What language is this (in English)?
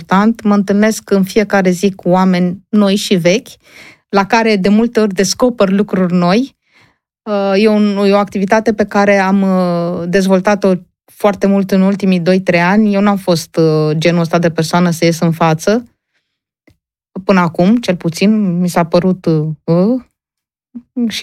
Romanian